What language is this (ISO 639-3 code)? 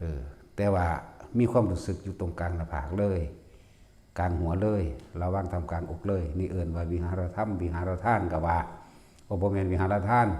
tts